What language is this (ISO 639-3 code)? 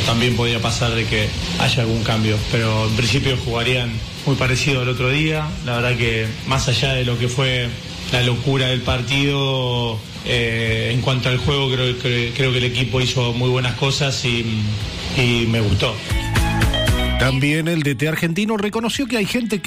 spa